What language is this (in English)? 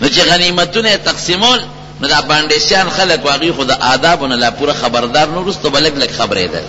Pashto